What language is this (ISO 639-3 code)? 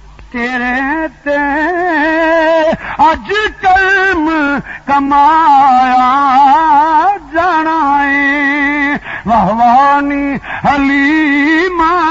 lah